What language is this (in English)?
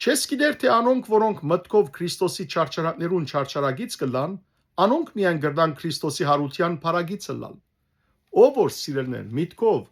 Western Armenian